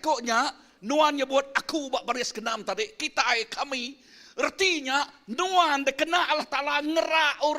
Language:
Iban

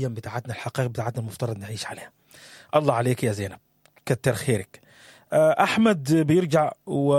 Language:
Sudanese Arabic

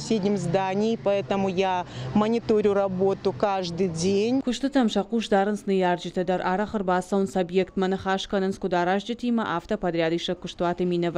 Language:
Ossetic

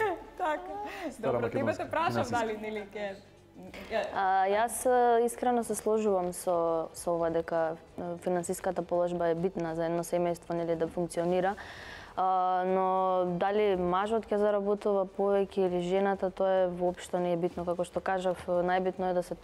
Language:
Macedonian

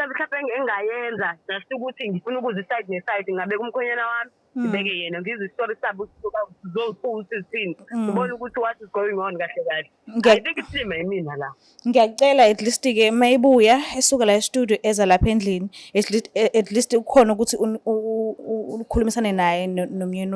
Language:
Zulu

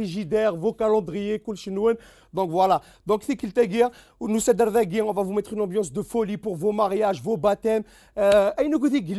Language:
Kabyle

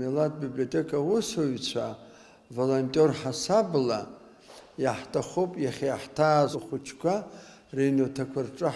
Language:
Abkhazian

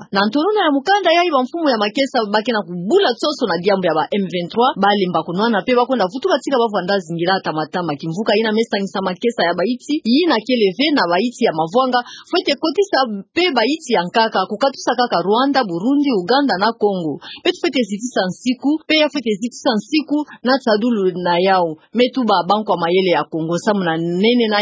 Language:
Kituba (Democratic Republic of Congo)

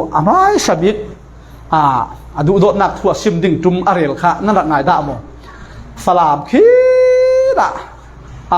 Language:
Falam Chin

